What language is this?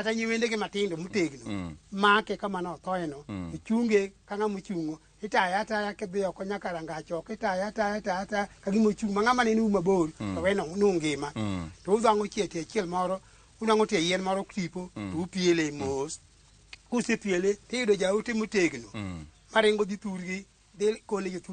Luo (Kenya and Tanzania)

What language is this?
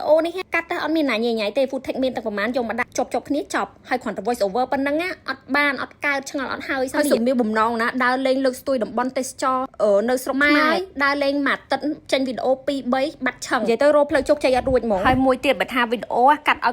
Khmer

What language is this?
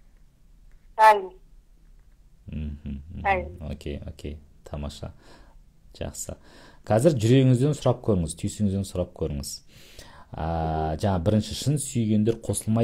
Kazakh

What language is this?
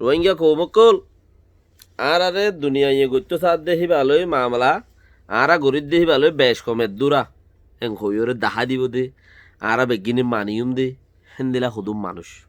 Rohingya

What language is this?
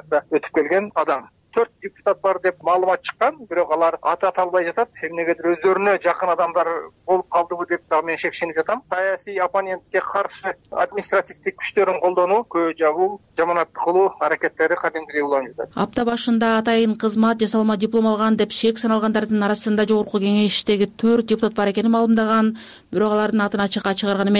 Kyrgyz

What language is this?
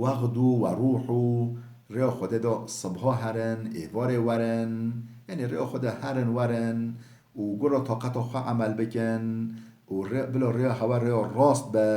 Kurdish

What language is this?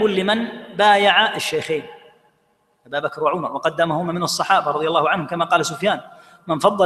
Arabic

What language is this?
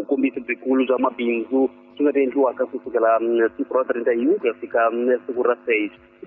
Tsonga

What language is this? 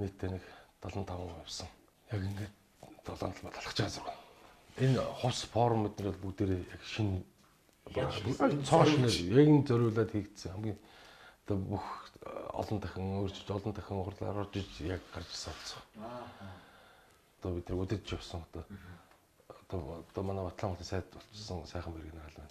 Mongolian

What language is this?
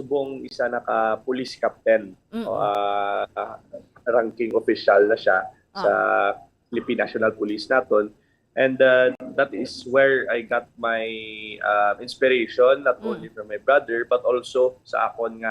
Hiligaynon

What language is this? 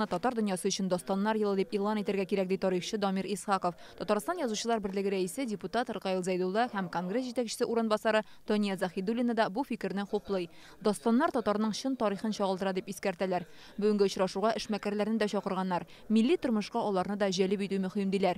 Tatar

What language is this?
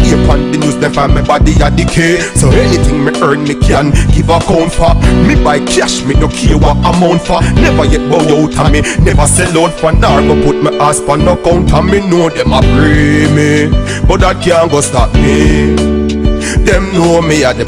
Jamaican Creole English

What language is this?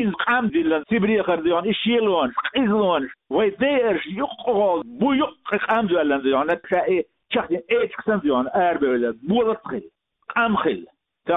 Chechen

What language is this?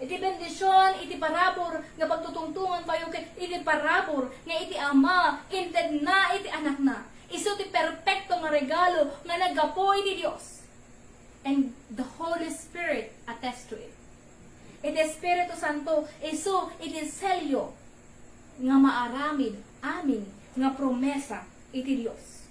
Iloko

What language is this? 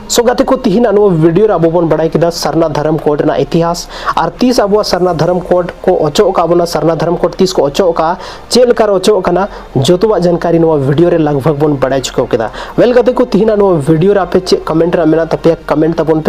Santali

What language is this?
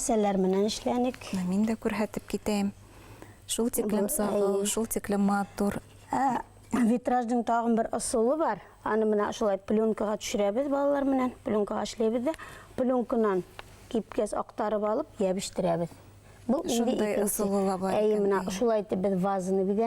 Bashkir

